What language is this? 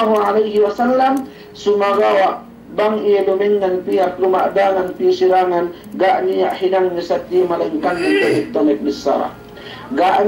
Yakan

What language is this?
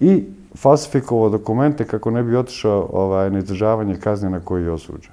Bosnian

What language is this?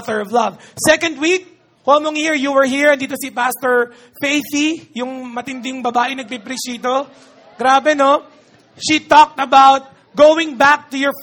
Filipino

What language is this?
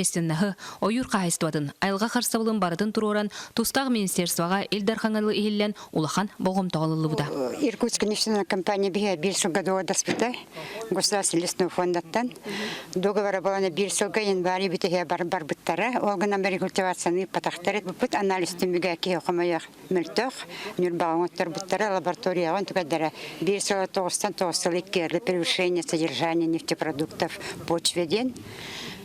Yakut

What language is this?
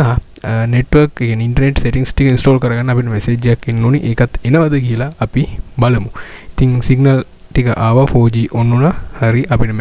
Sinhala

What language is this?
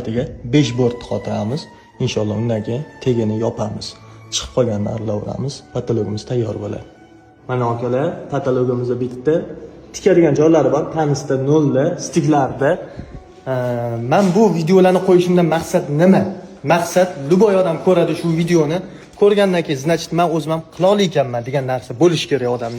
Uzbek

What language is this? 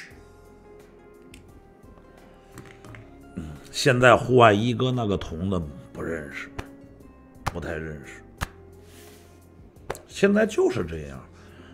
Chinese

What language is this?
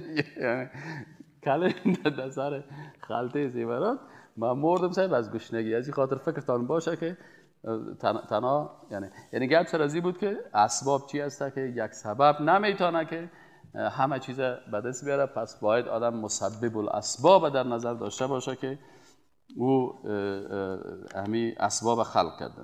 Persian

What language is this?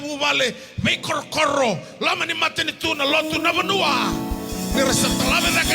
Fijian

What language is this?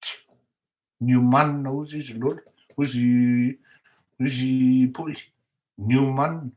Malagasy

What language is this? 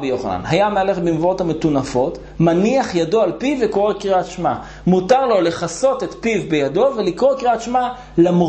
Hebrew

